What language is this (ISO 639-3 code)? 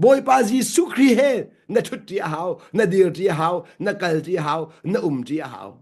cnh